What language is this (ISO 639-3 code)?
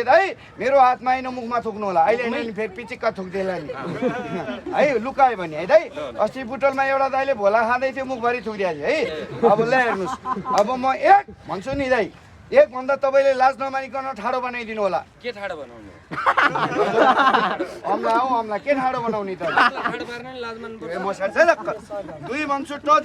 nep